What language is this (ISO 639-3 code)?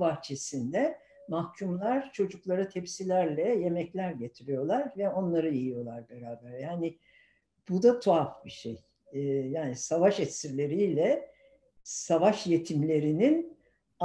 tur